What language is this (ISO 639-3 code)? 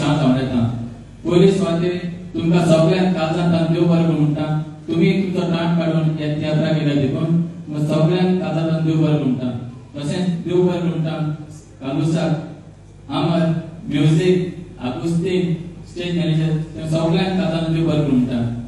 kok